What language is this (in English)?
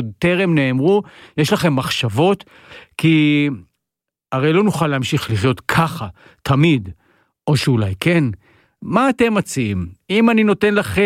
Hebrew